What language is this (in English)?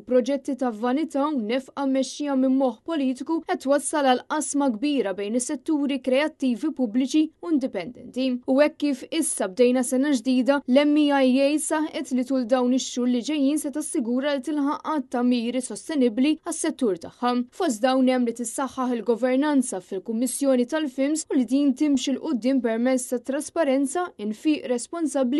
Maltese